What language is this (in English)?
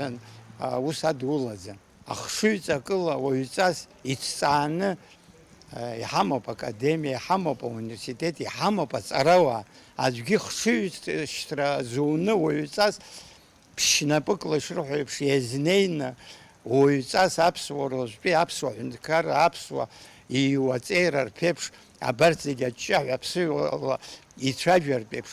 Abkhazian